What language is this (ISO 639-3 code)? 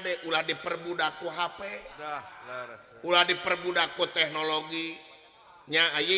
sun